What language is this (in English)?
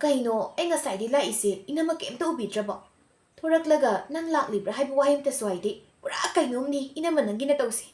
Manipuri